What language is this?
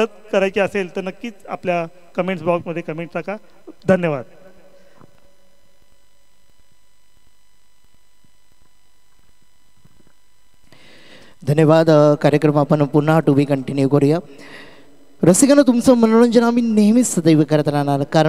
Marathi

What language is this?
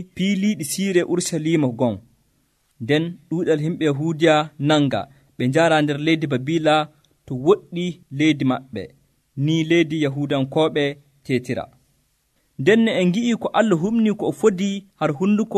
Nigerian Fulfulde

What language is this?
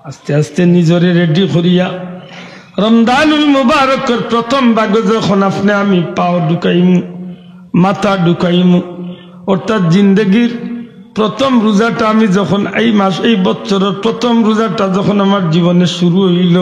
Sylheti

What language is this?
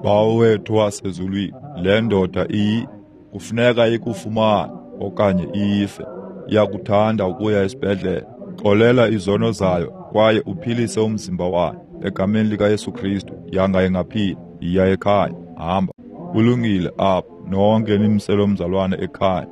Xhosa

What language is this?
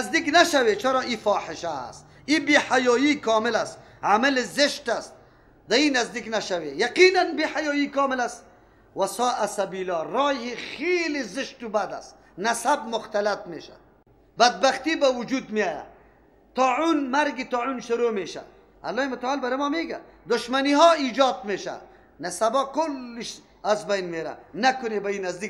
Persian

